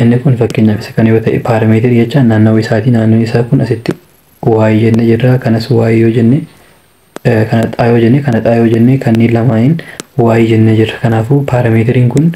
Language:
Oromo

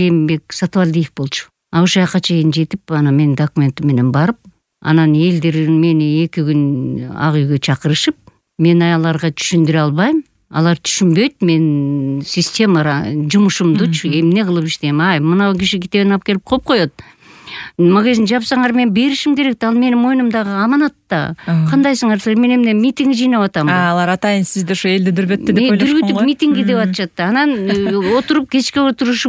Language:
Kyrgyz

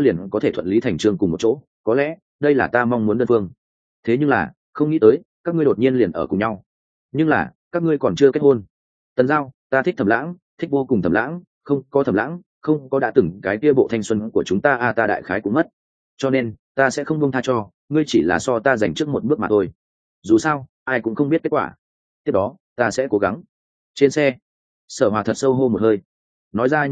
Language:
Vietnamese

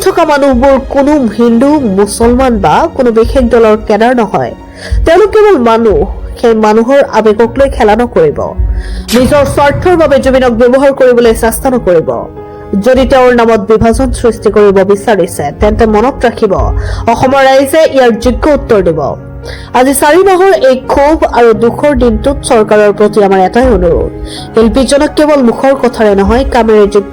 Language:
Assamese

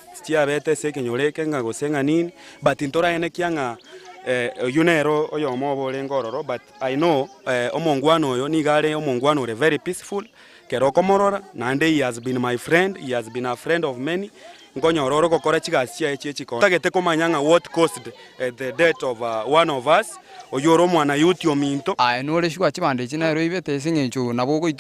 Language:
Gusii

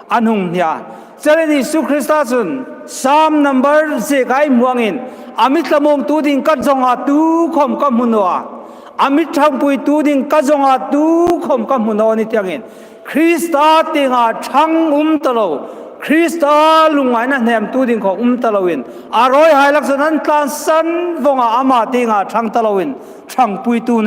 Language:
Hmar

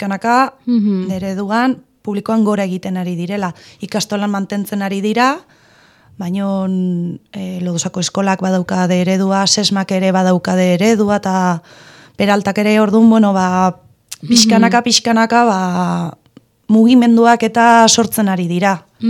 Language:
Basque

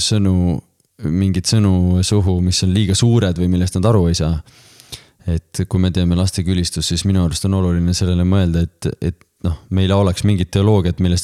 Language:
Estonian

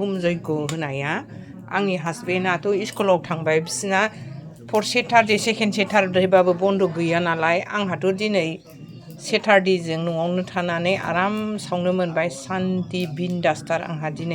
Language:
Bodo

